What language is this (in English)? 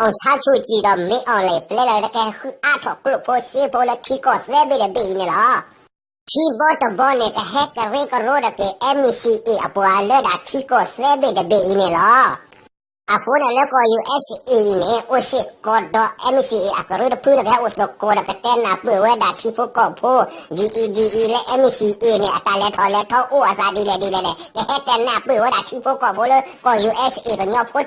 S'gaw Karen